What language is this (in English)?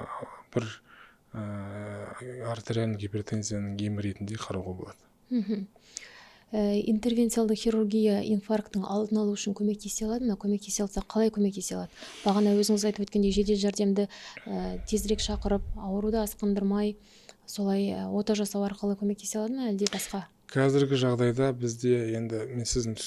Kazakh